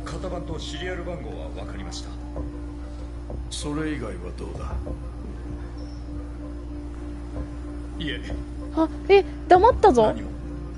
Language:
Japanese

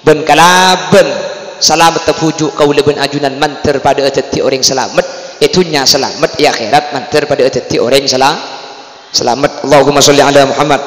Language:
Madurese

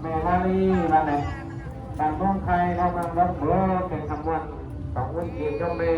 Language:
Northeastern Thai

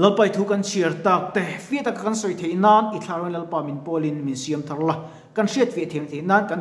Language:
Mizo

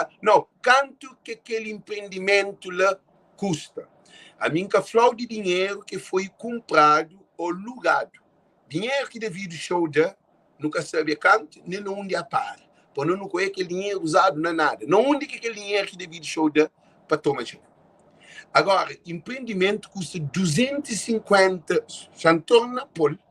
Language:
Kabuverdianu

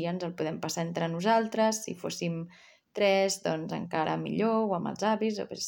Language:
Catalan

